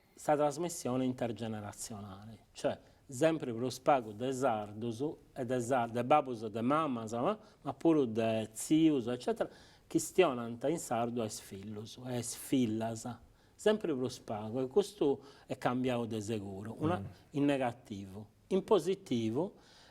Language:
Sardinian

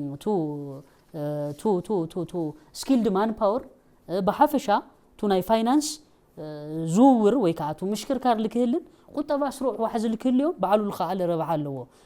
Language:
Tigrinya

